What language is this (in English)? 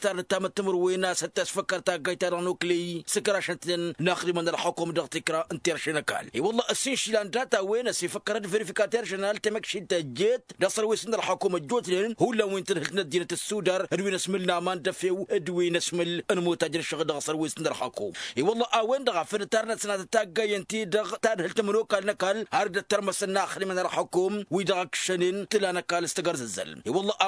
Tamasheq